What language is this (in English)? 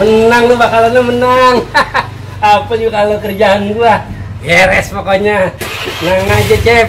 Betawi